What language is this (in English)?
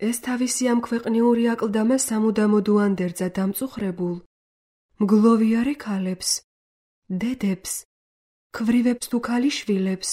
Georgian